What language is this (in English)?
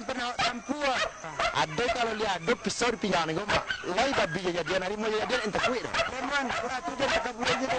Minangkabau